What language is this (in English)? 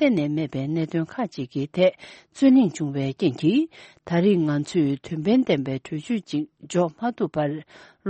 Tibetan